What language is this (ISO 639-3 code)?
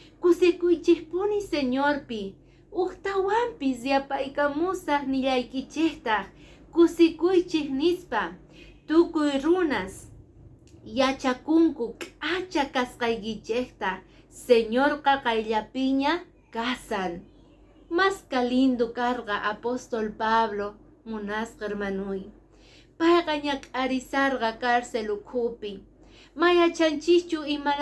que